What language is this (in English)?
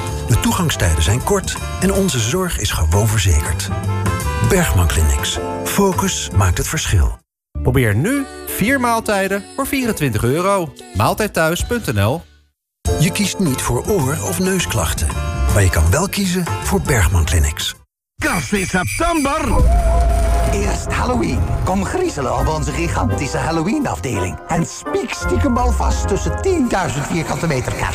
Dutch